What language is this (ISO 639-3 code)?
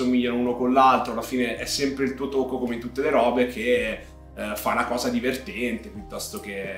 ita